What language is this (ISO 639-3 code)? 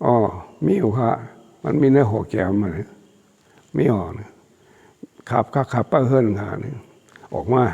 shn